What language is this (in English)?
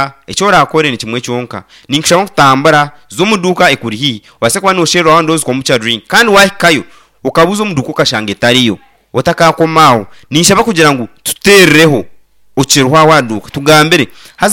Nyankole